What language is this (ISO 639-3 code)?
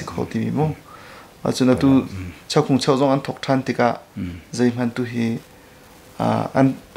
cnh